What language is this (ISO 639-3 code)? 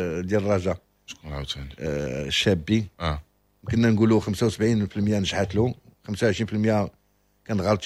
ary